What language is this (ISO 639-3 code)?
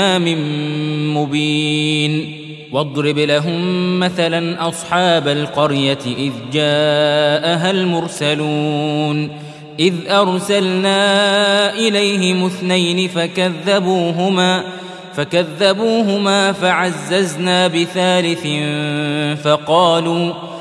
ara